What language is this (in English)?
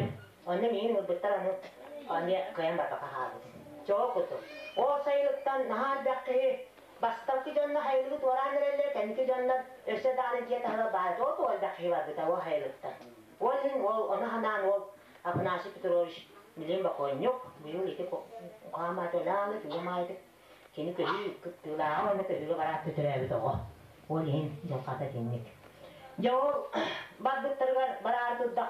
Yakut